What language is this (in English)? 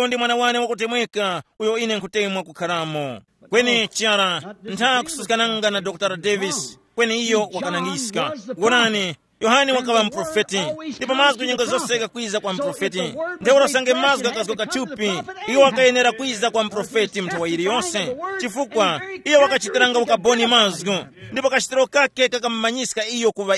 Tumbuka